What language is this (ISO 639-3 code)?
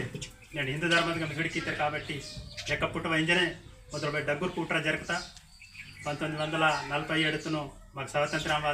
gon